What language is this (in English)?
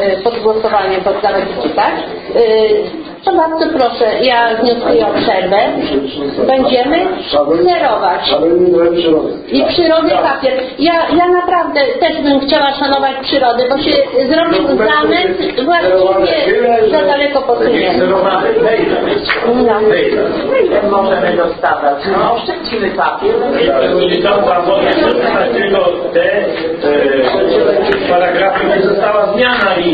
Polish